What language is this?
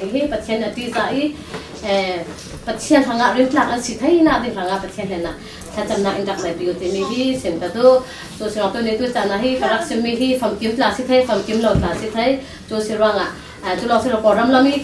Hakha Chin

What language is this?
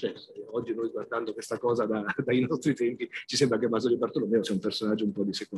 Italian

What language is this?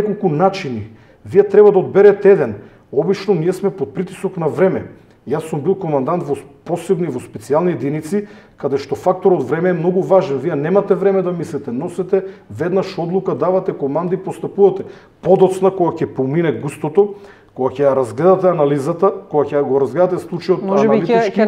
Macedonian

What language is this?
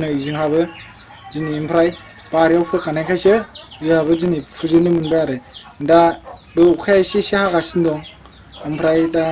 Bodo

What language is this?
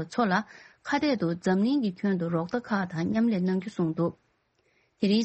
Tibetan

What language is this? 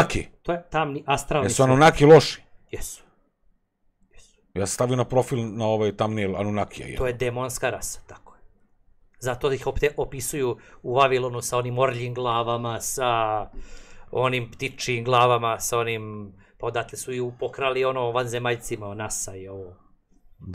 Serbian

